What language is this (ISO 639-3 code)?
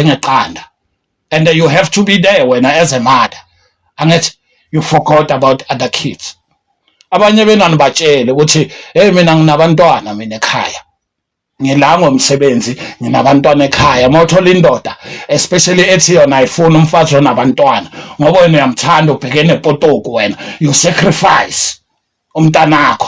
zul